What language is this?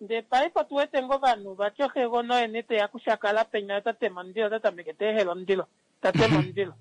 Kuanyama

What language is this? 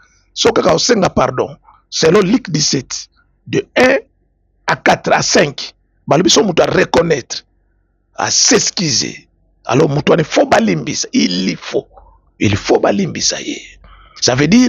Lingala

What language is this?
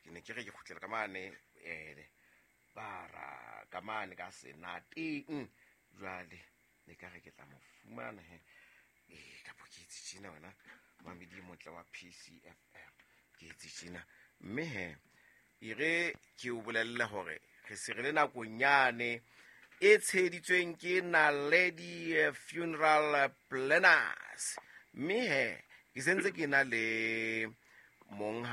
Southern Sotho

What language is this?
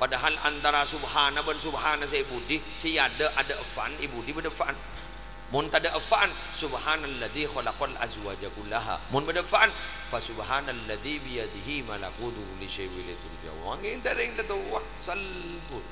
Madurese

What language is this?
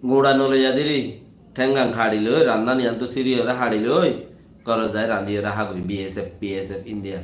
Rohingya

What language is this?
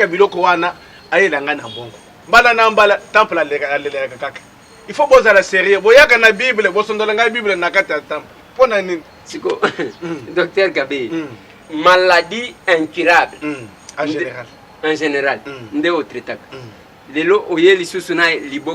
Lingala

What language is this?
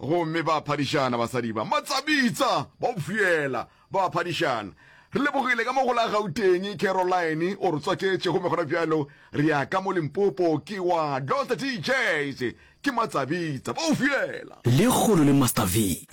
Northern Sotho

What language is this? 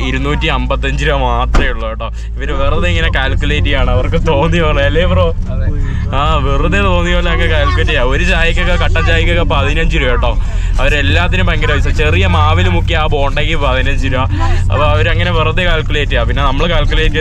Malayalam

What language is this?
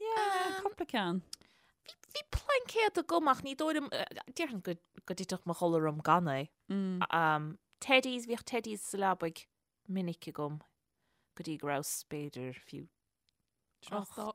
Irish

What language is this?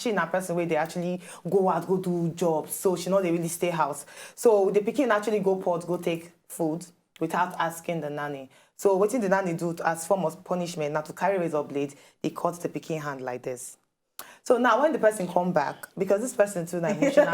Nigerian Pidgin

